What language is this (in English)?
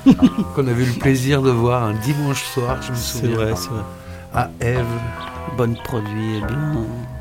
French